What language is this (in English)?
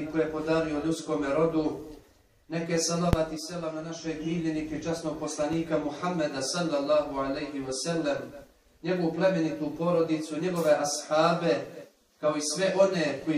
Bosnian